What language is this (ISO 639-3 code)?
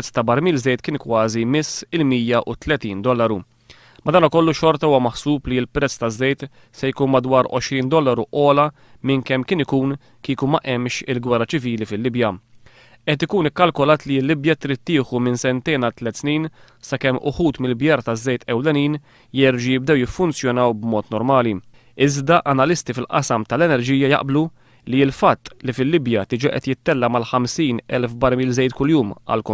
mlt